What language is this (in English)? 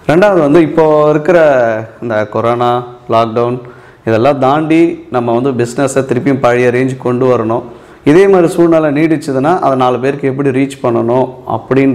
Tamil